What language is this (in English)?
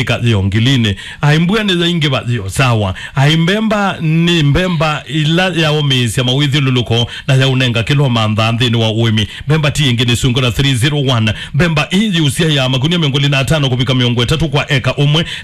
Kamba